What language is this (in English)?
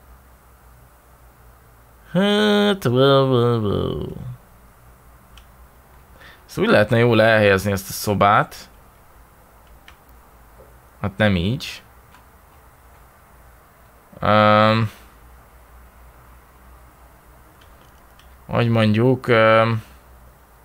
Hungarian